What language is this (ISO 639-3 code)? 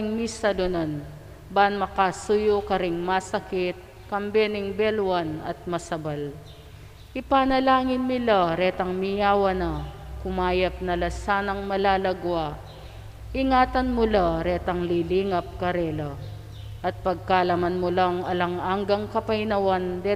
pam